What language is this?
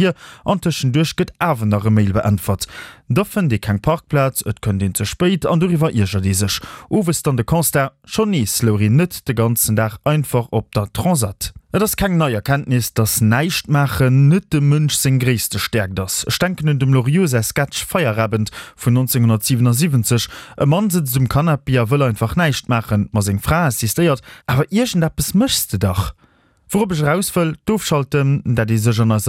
Luxembourgish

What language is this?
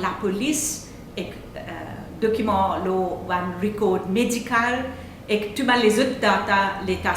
Morisyen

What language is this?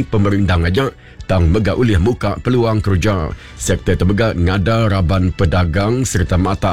Iban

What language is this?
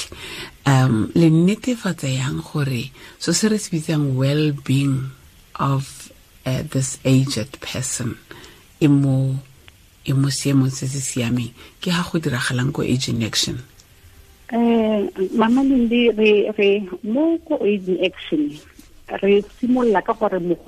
Tswana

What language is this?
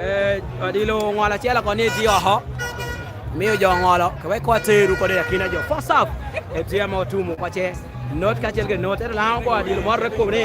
Lango (Uganda)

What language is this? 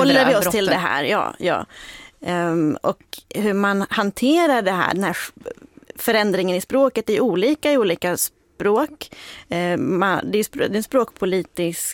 Swedish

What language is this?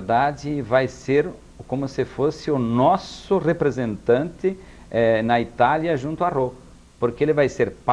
Portuguese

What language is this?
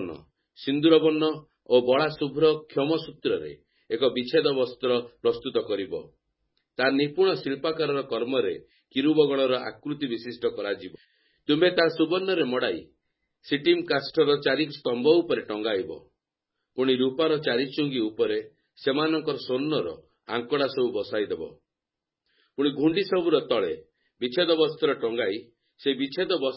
Odia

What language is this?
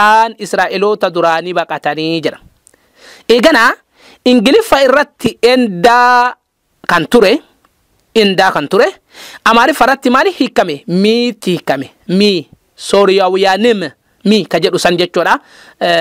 Oromo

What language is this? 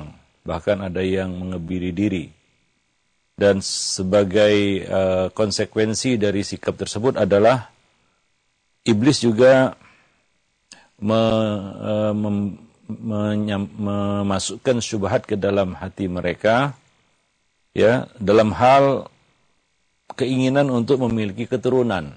Indonesian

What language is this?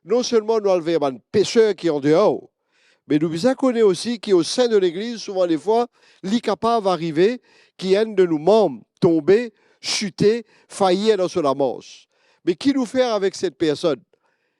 Morisyen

